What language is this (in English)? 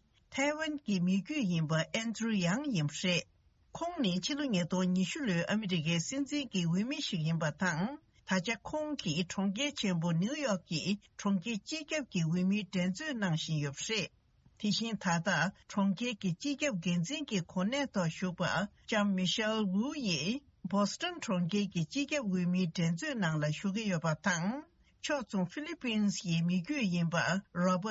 Tibetan